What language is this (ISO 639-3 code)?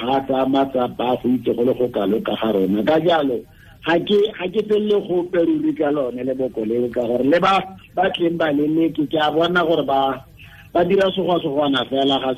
tsn